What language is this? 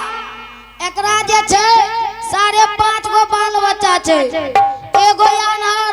Angika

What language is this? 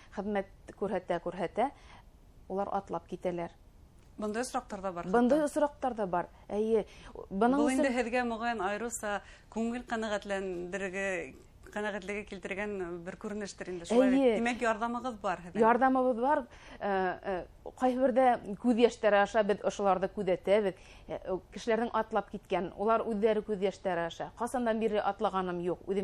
Bashkir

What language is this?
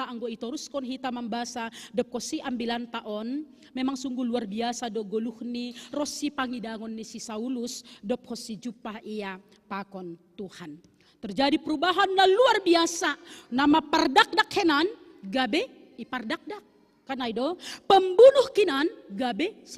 Batak Simalungun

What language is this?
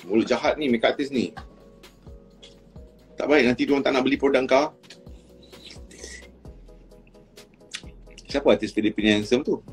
Malay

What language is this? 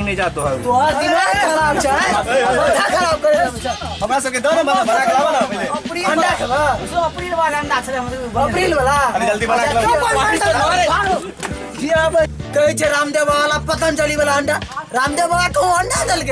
Maithili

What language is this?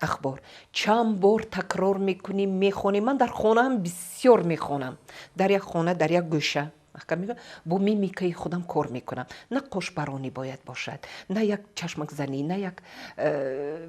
Tajik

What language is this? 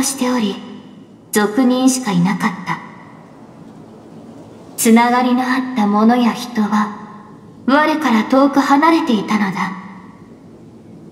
Japanese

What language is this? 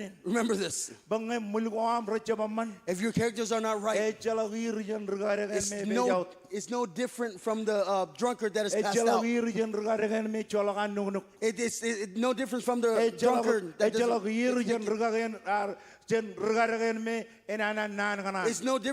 Marshallese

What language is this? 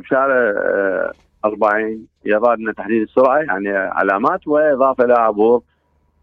Mesopotamian Arabic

